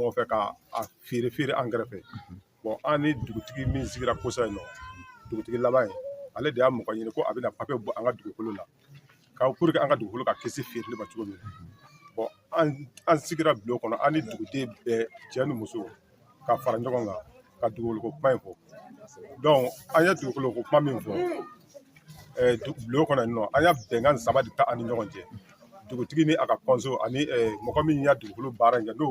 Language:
Bambara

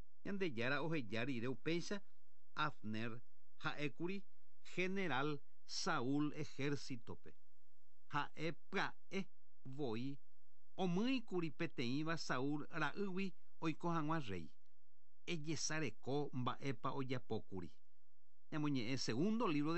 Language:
Guarani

